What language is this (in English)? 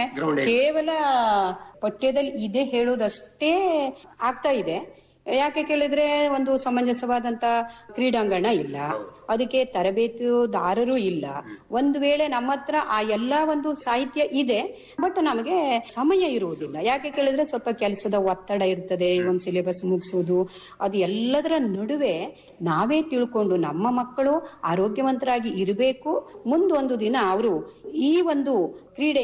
Kannada